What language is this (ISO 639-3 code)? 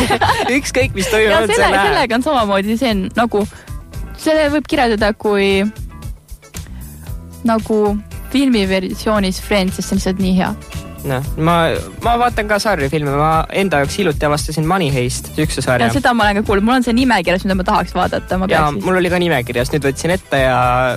est